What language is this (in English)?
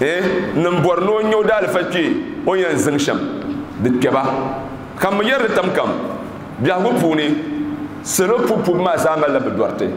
Dagbani